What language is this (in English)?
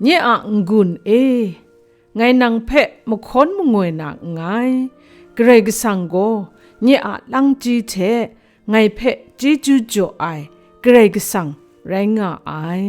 Kachin